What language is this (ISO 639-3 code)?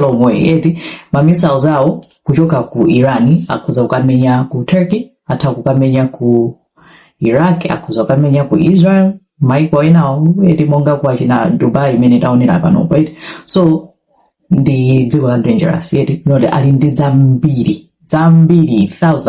nya